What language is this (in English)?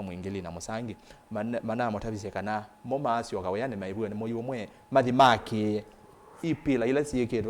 Kamba